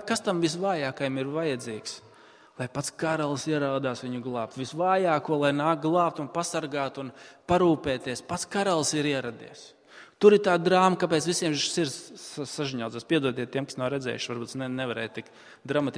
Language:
Latvian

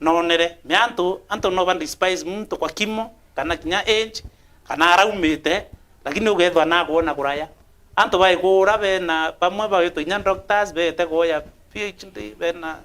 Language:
Meru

